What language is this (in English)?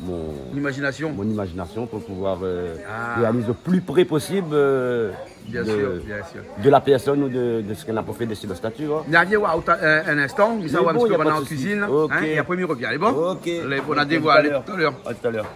Réunion Creole French